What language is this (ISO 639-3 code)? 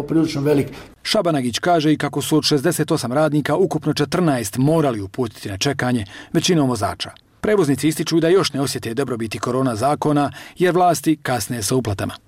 bos